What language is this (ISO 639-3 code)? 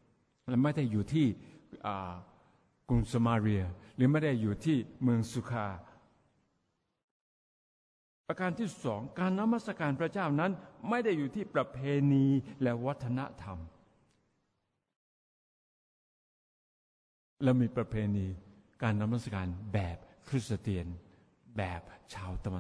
tha